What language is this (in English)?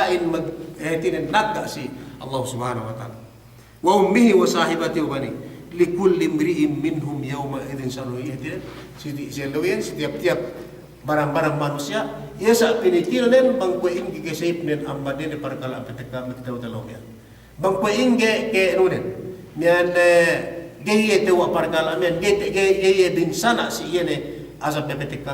Yakan